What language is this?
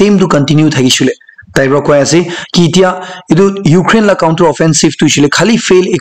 Naga Pidgin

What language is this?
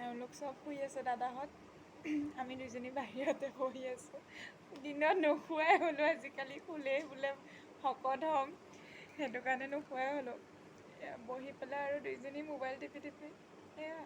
Assamese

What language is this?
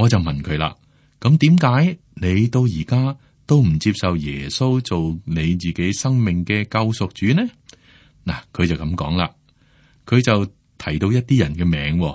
Cantonese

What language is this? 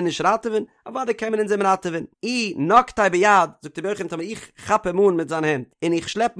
Yiddish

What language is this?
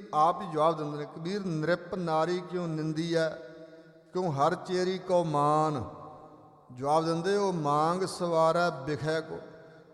Punjabi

